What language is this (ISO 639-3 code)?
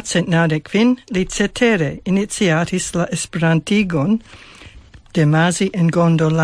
epo